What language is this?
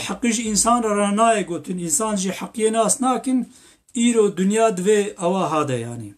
Kurdish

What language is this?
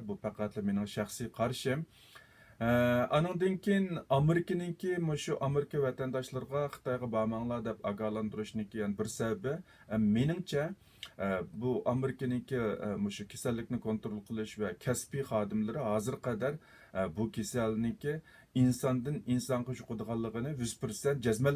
Uyghur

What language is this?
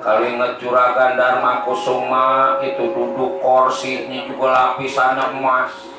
Betawi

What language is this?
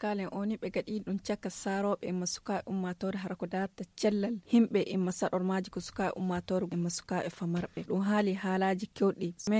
Nigerian Fulfulde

